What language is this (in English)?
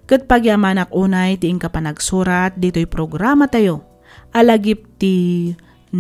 Iloko